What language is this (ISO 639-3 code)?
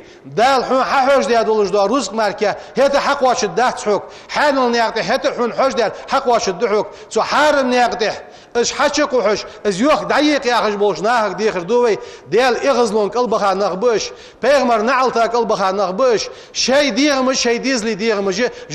inh